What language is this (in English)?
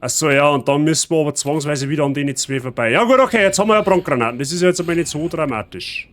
Bavarian